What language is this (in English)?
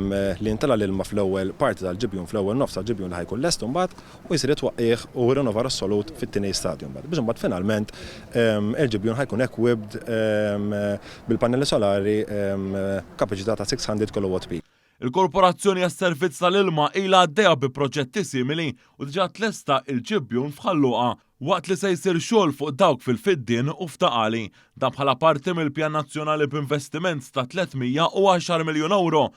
Maltese